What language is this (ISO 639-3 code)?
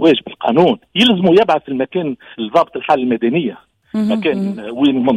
aeb